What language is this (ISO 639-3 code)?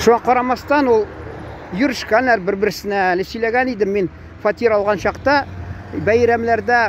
tat